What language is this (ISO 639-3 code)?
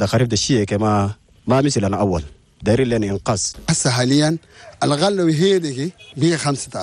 shu